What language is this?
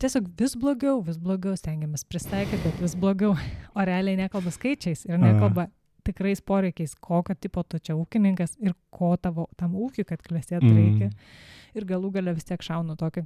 Lithuanian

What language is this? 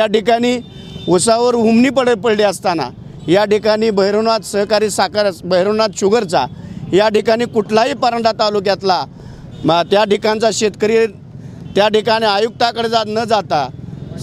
Marathi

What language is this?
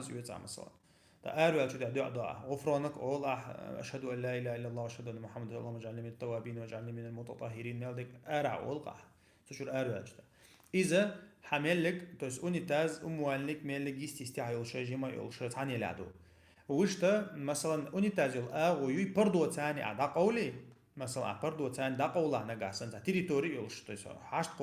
Chechen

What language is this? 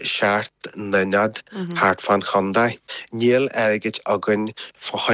Irish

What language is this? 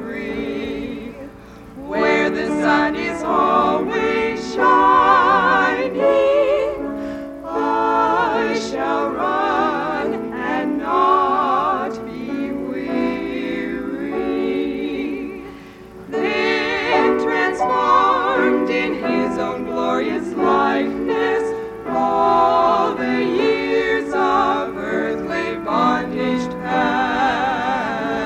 English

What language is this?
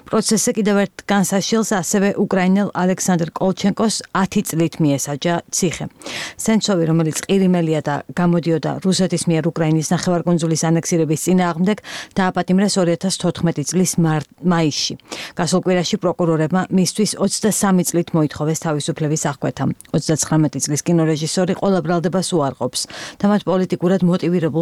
Georgian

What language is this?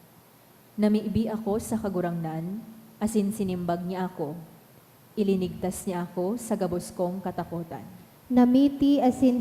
Bikol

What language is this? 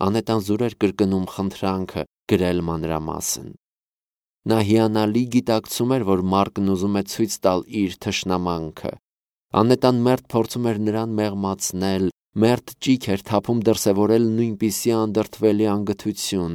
Armenian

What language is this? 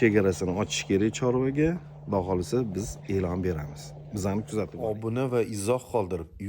Uzbek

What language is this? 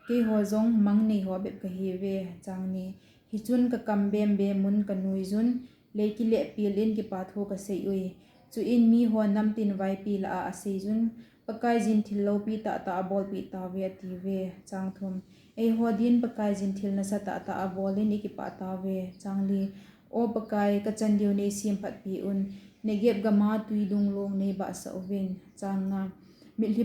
Thado Chin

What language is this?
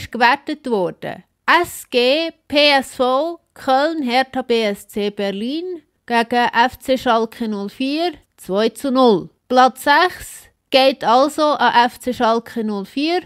Swiss German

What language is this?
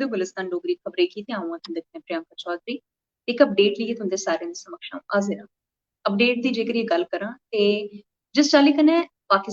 Dogri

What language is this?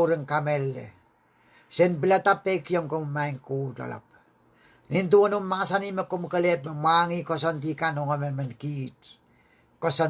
Pohnpeian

